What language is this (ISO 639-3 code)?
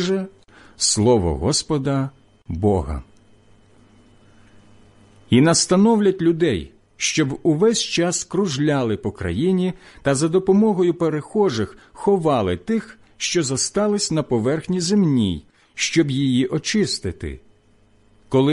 ukr